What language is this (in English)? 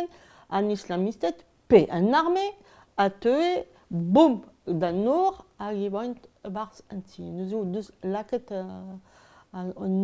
Breton